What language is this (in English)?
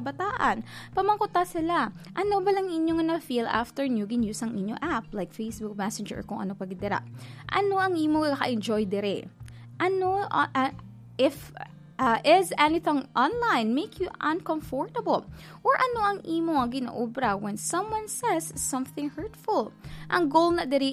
Hiligaynon